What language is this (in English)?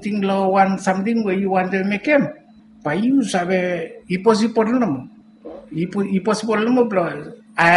Bislama